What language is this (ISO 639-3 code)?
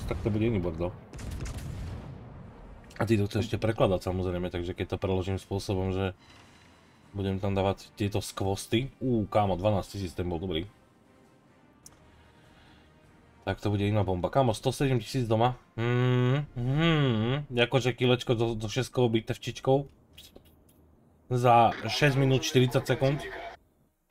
slk